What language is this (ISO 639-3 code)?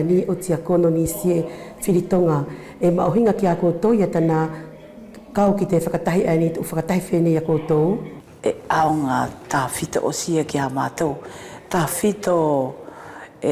wls